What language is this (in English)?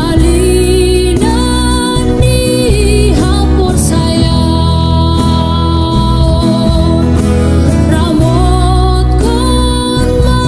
Batak Simalungun